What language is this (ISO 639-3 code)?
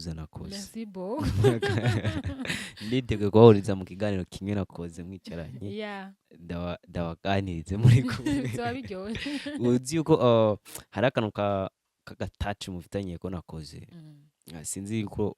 run